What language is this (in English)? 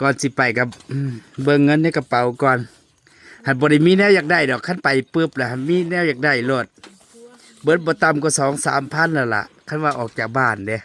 Northeastern Thai